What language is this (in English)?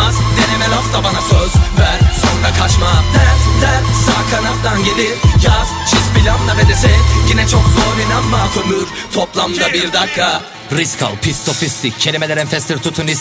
Turkish